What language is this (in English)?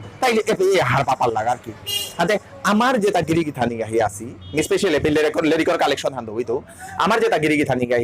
Bishnupriya